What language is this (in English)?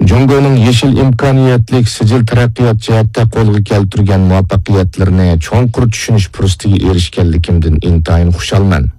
Uyghur